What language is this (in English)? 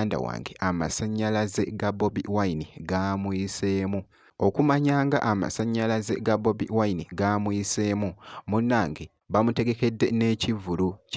Ganda